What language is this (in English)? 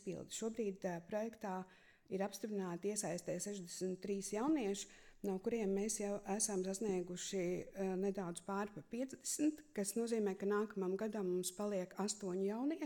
Latvian